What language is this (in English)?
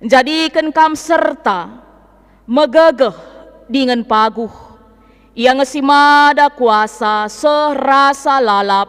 Batak Karo